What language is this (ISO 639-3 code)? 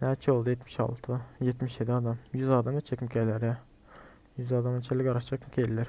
tuk